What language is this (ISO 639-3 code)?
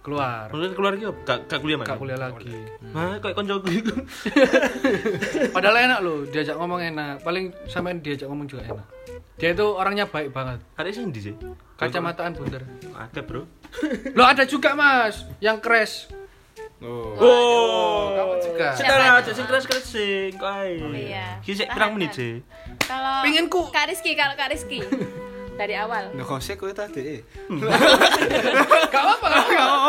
ind